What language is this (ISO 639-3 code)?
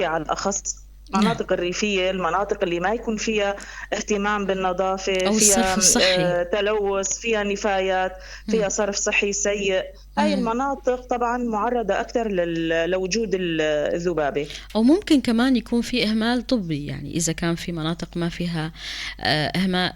apc